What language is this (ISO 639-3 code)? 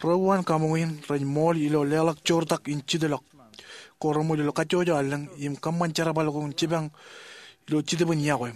mah